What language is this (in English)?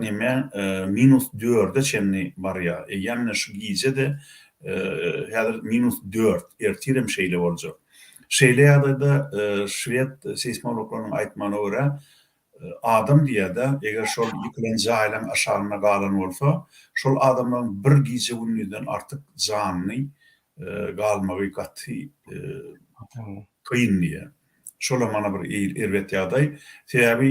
Turkmen